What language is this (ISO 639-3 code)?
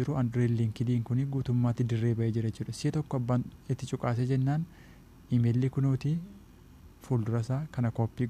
orm